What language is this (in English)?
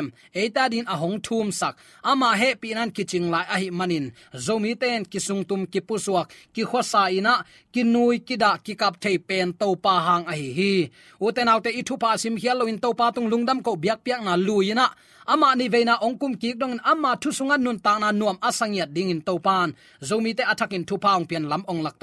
Tedim Chin